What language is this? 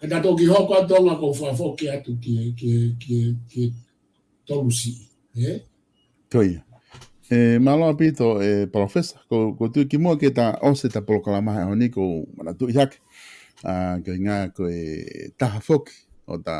Tongan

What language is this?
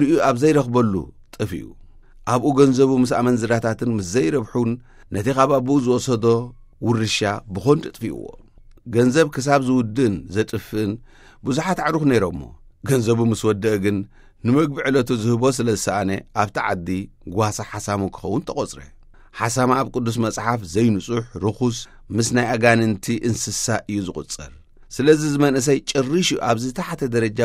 Tigrinya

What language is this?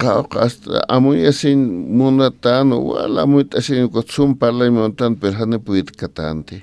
Aymara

